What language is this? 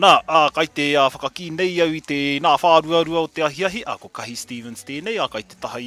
Māori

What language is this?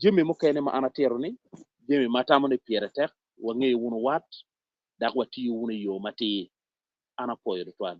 Acoli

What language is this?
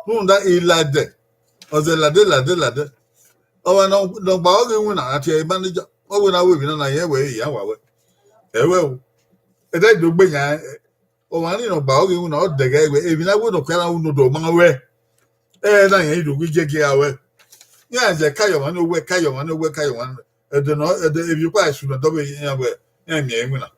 Bini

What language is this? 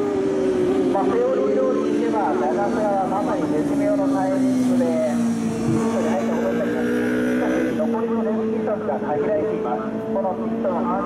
Japanese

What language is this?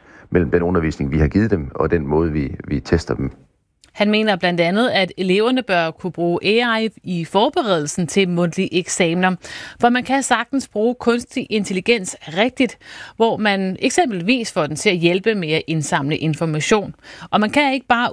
Danish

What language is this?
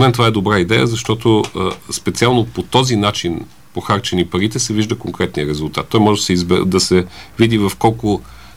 Bulgarian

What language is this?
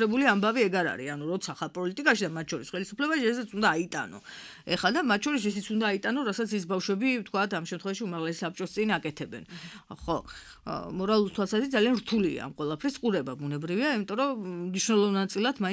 Georgian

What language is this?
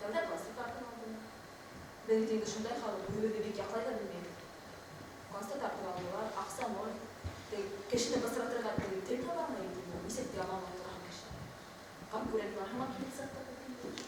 Bashkir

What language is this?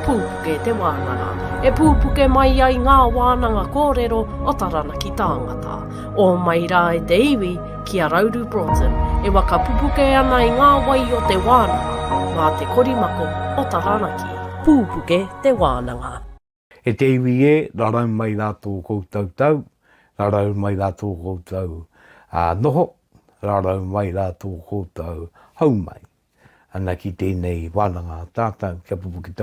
Māori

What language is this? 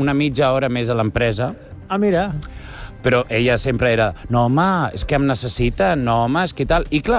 Catalan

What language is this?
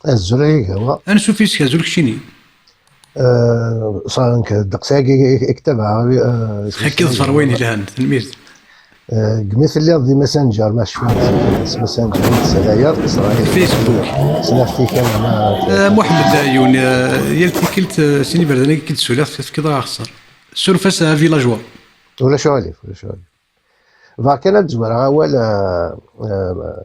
Kabyle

